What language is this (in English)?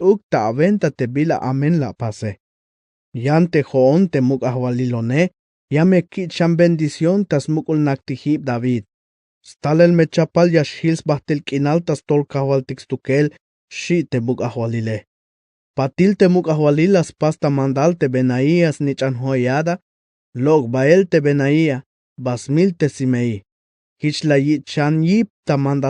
Tzeltal